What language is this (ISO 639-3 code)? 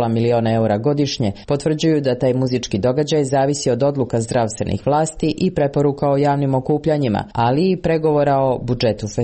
srp